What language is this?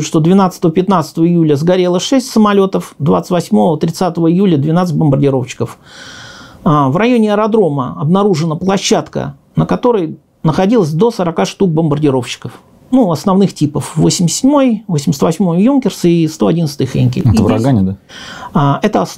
Russian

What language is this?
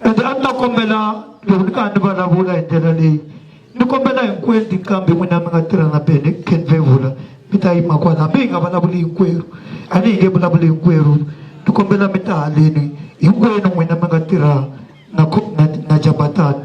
Tsonga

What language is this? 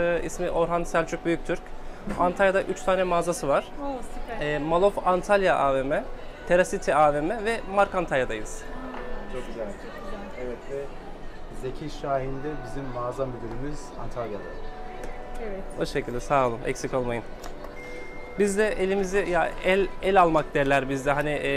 Turkish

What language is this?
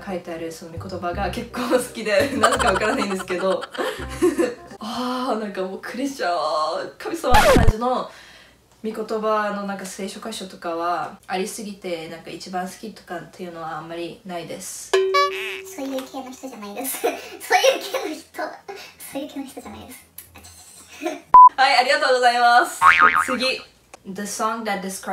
Japanese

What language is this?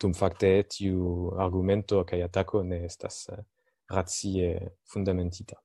Esperanto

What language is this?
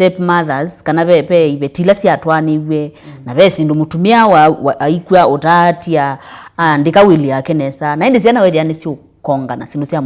Kamba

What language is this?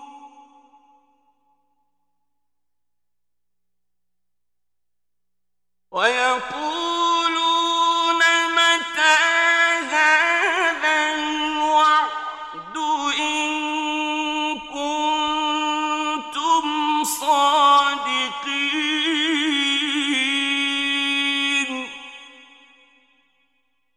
Arabic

